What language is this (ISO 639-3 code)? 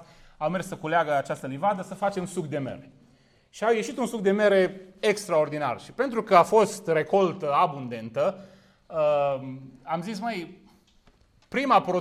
ron